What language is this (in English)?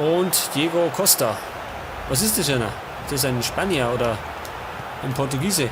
Bavarian